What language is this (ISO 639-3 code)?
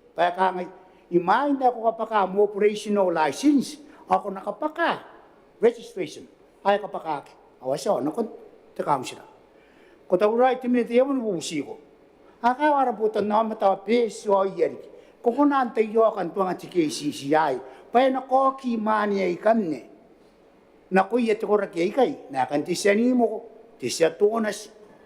gil